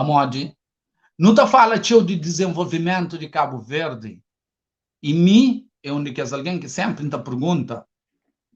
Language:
Kabuverdianu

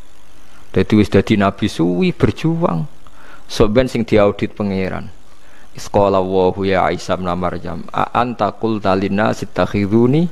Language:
Javanese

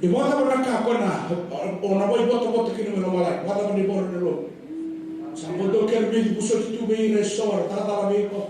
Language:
Fijian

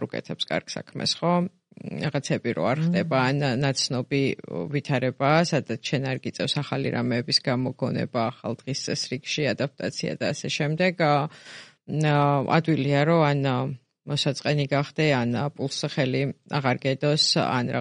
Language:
Georgian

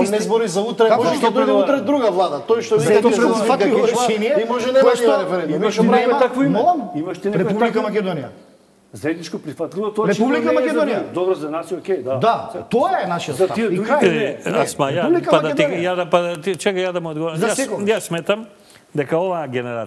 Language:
Macedonian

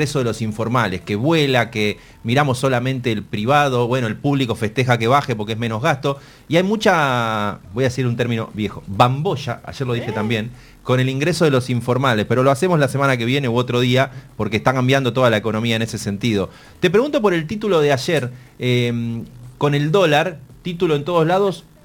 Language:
Spanish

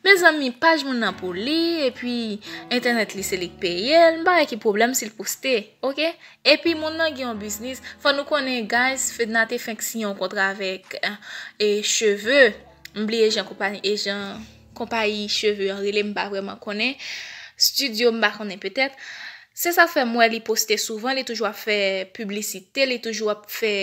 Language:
Haitian Creole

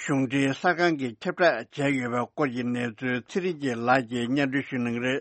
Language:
Tibetan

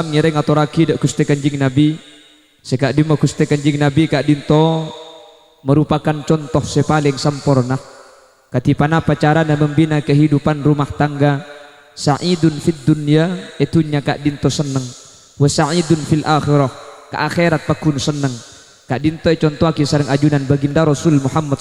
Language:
Madurese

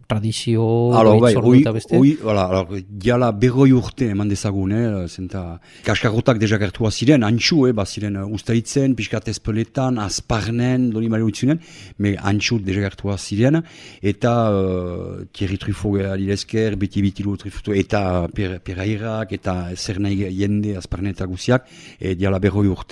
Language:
Basque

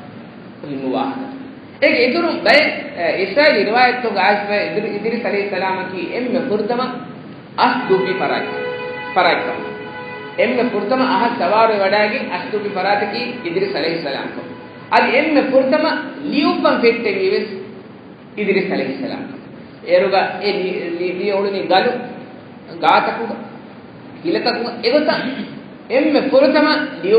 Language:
Divehi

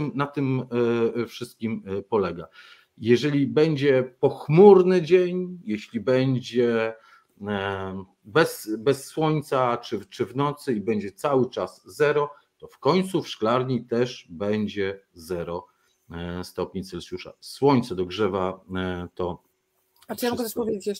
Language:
Polish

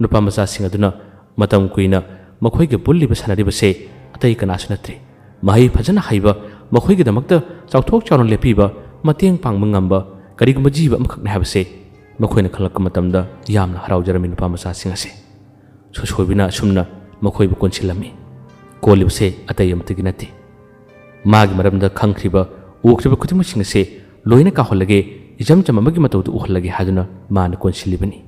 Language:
Manipuri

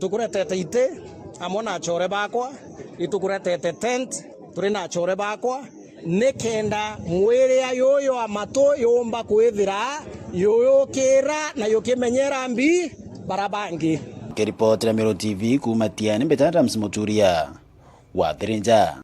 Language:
Meru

